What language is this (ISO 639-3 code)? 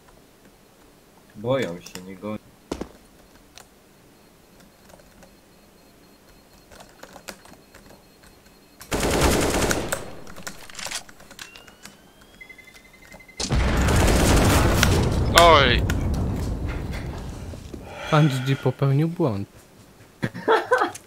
pol